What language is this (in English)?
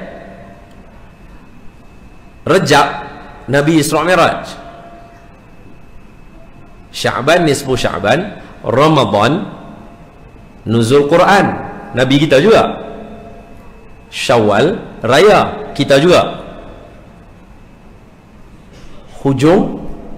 Malay